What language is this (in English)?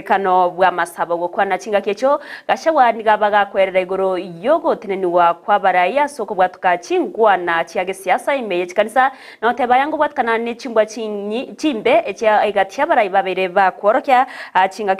Gusii